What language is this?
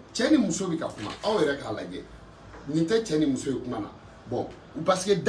Bambara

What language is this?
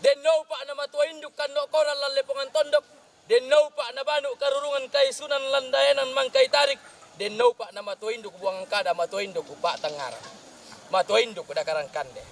Toraja-Sa'dan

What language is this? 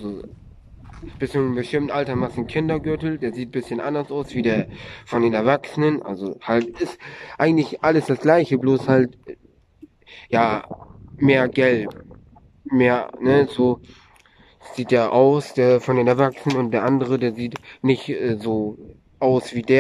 German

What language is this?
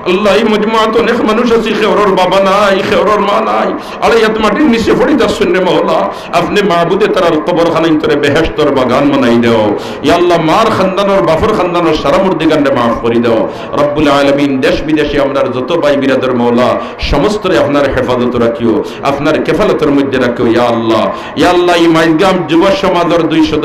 Sylheti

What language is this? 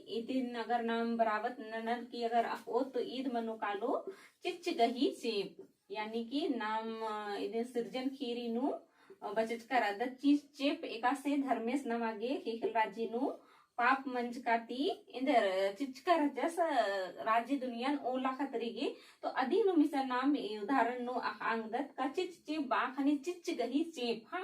Kurukh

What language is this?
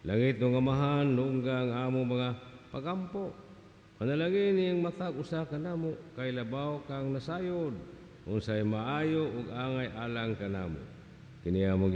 Cebuano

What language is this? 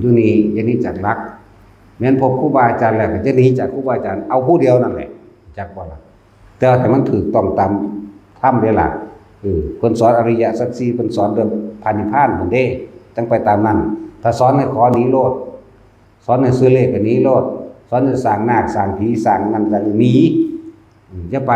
Northeastern Thai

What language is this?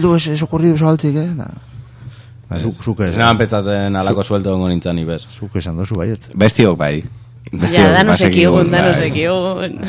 Basque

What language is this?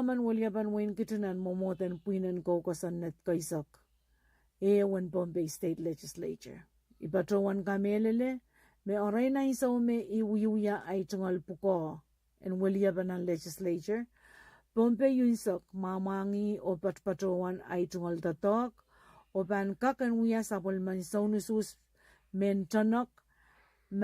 Pohnpeian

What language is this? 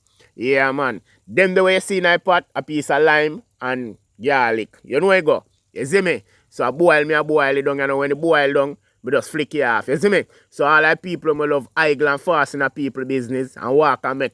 Jamaican Creole English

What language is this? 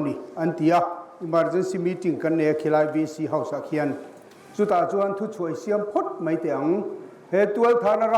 Mizo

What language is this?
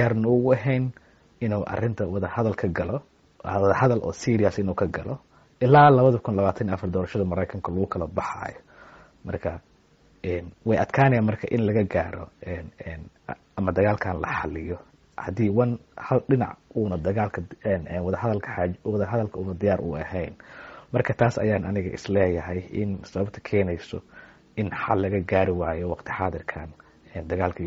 Somali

